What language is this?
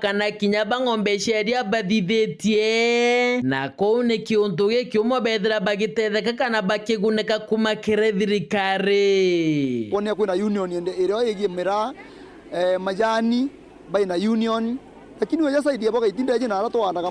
Meru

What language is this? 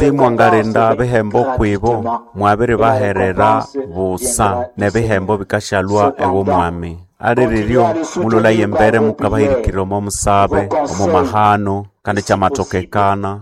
Nande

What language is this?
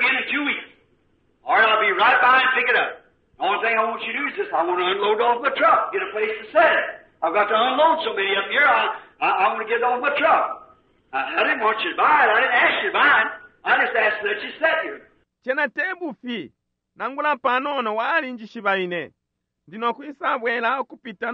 Bemba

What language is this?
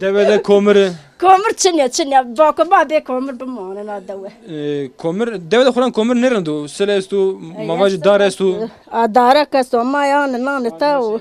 Zaza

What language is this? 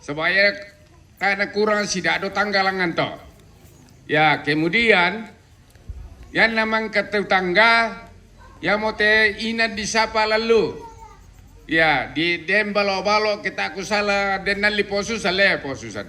Toraja-Sa'dan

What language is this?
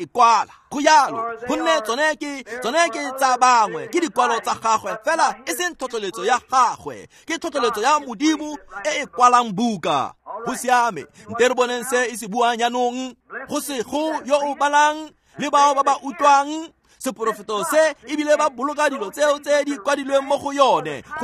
Tswana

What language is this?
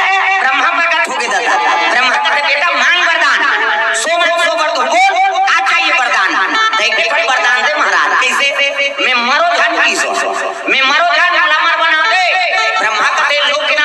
Chhattisgarhi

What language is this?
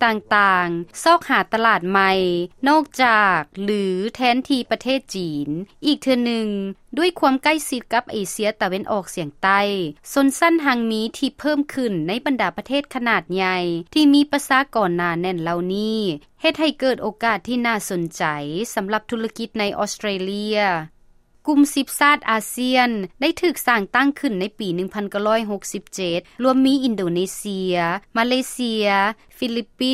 Lao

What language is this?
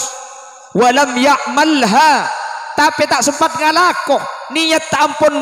Madurese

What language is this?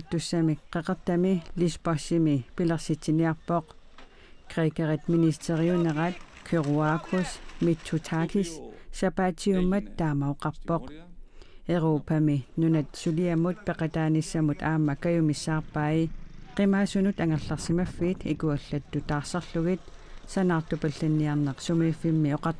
Kalaallisut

